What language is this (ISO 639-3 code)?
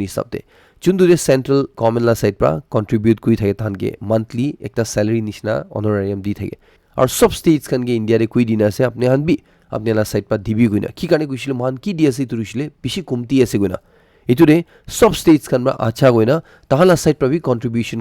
nag